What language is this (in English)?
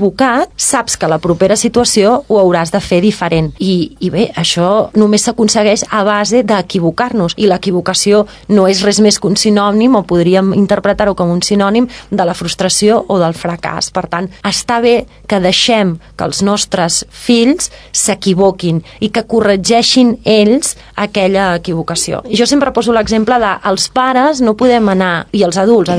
Catalan